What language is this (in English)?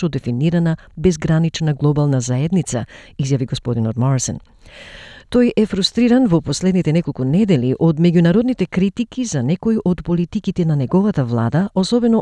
Macedonian